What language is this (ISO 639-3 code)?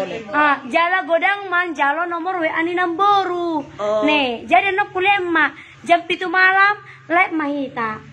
bbc